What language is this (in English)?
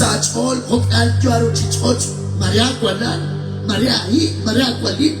Kekchí